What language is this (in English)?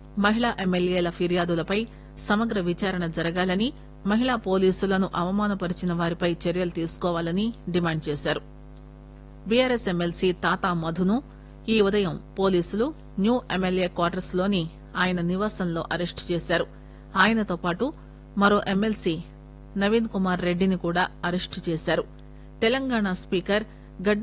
Telugu